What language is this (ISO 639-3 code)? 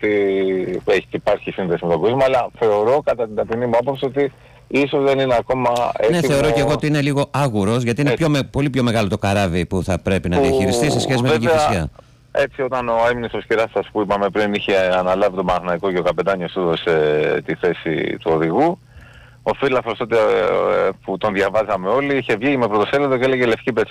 ell